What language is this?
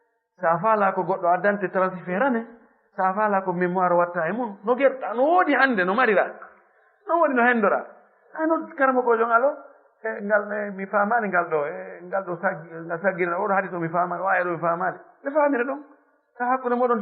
Fula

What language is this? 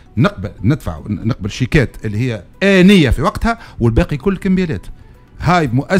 Tunisian Arabic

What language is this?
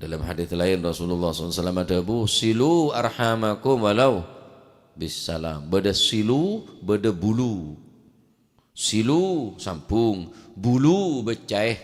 Madurese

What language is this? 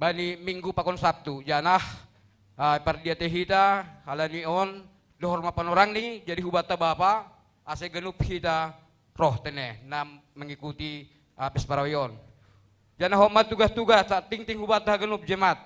Batak Simalungun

